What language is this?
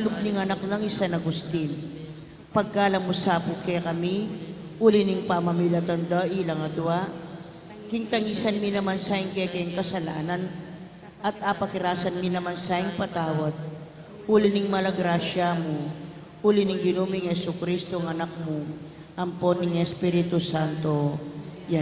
Pampanga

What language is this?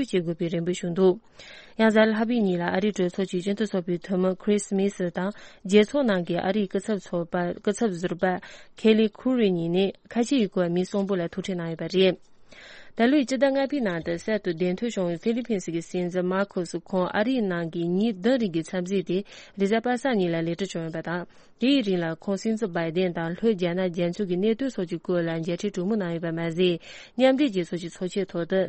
Tibetan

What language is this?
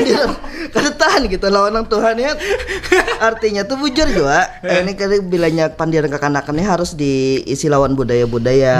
Banjar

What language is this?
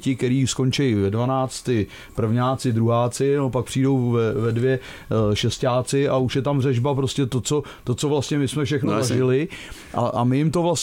Czech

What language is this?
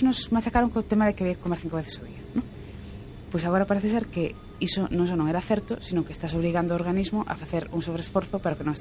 Galician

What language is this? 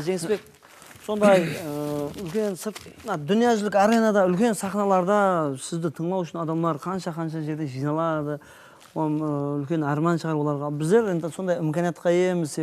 Kara-Kalpak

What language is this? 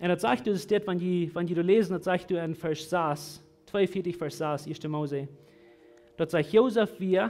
Plautdietsch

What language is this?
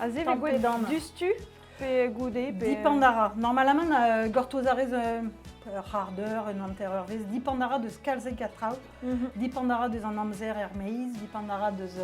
Breton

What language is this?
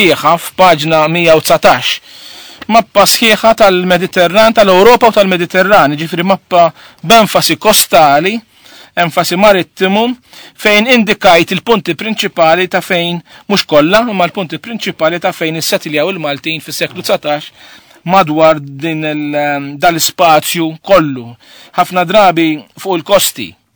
Maltese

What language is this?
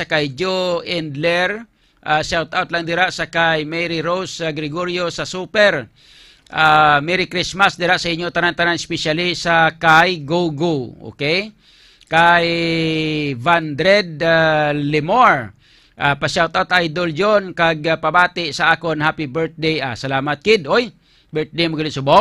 Hiligaynon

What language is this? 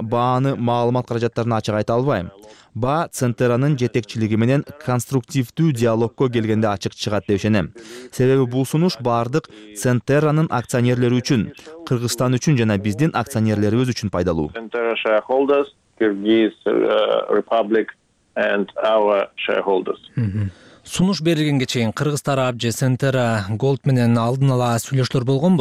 Kyrgyz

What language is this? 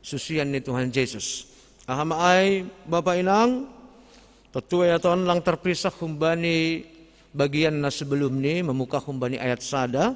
Batak Simalungun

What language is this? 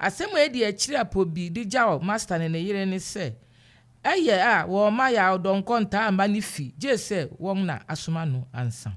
Akan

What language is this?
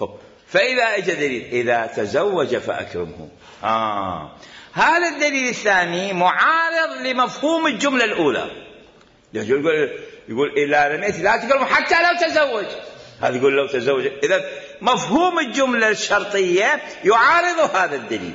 Mesopotamian Arabic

